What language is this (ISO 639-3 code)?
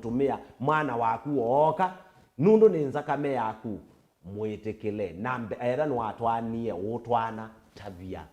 kam